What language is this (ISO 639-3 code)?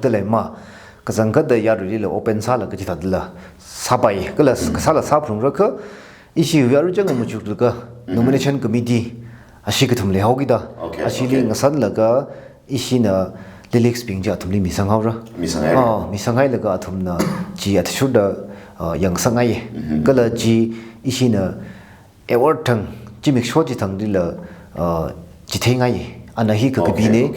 nmf